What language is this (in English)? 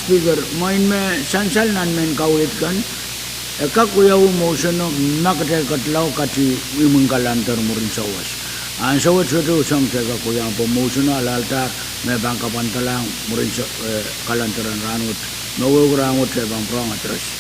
Pohnpeian